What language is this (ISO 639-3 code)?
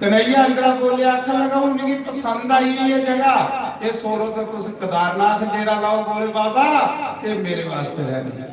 doi